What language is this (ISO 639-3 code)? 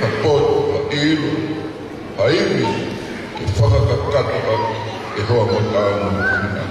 ton